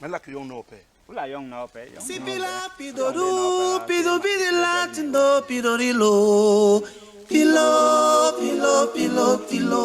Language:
Basaa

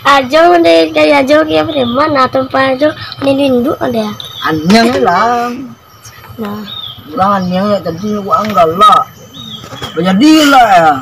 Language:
Minangkabau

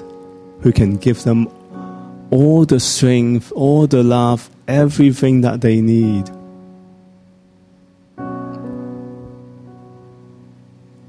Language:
English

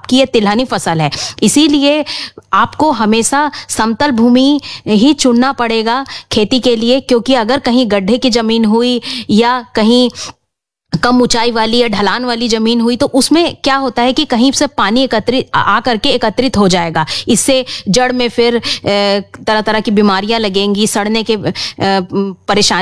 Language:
Hindi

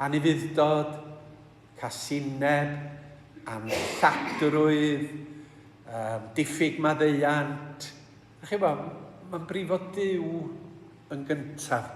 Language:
Welsh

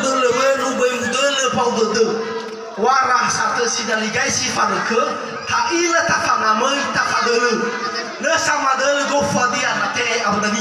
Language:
Nias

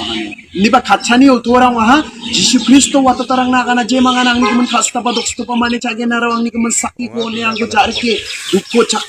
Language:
Garo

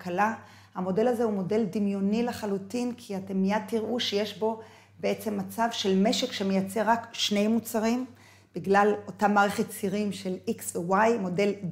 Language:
Hebrew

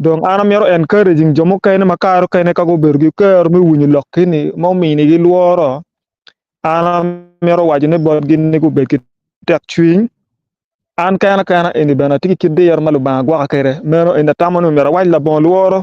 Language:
Acoli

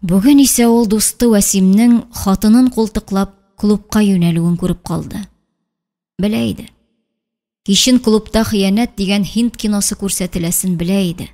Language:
Tatar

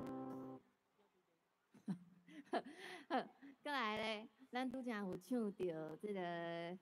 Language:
Min Nan Chinese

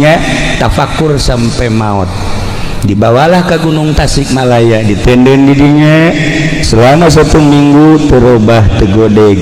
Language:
Sundanese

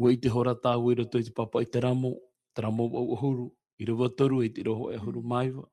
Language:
Tahitian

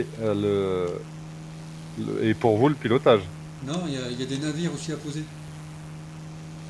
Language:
French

